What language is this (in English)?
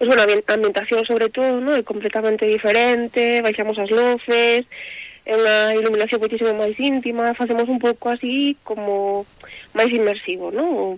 Galician